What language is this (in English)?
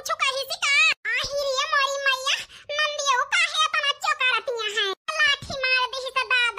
Awadhi